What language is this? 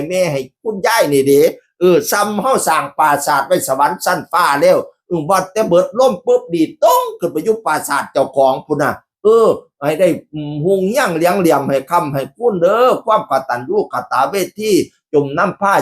Northeastern Thai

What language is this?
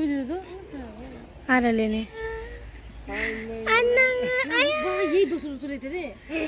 Hindi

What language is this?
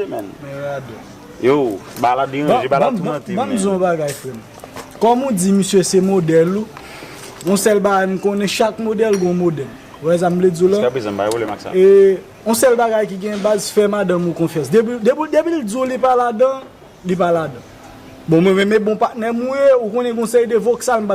Haitian Creole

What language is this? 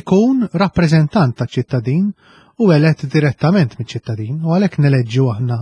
Maltese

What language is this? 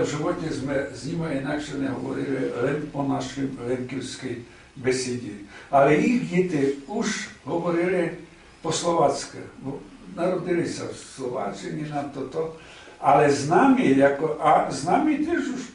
Rusyn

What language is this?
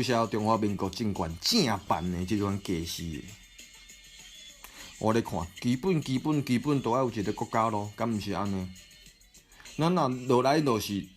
Min Nan Chinese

